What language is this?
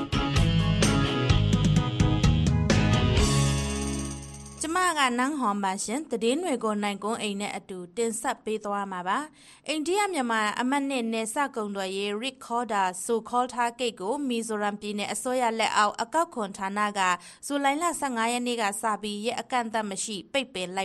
Burmese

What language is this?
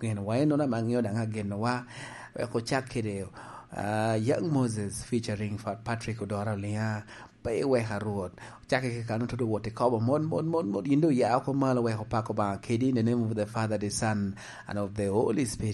Lango (Uganda)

